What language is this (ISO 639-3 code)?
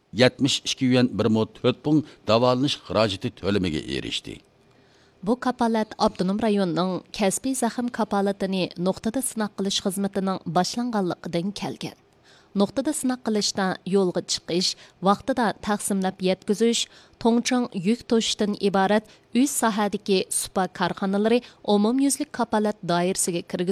uig